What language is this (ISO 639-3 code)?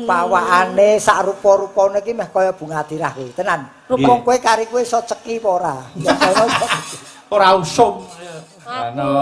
jav